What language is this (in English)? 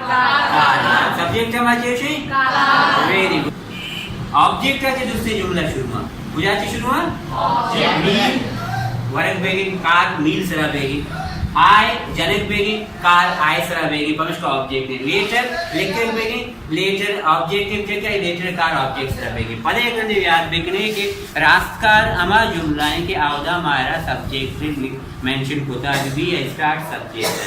Baluchi